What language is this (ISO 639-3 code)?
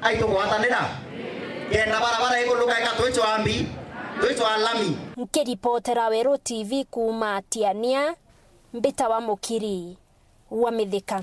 mer